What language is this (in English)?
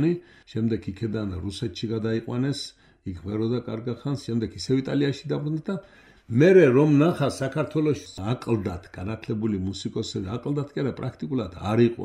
Georgian